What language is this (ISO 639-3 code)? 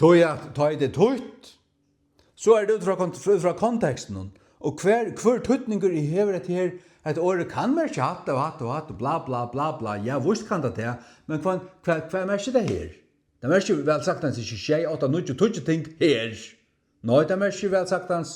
fao